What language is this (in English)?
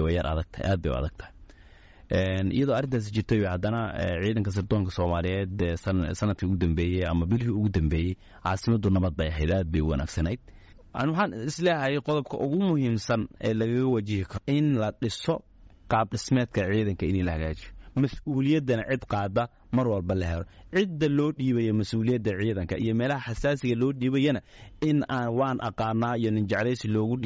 Somali